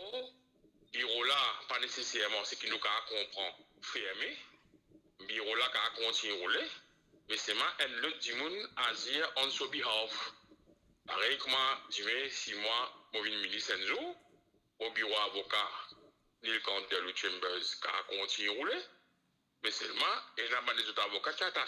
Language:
Morisyen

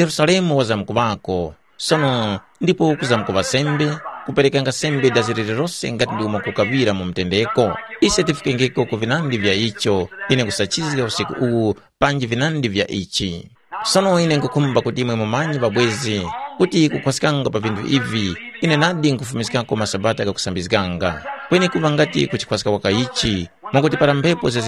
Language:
Tumbuka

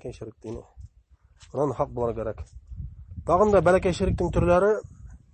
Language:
Bashkir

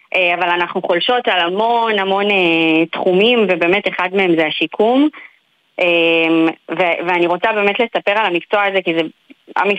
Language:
Hebrew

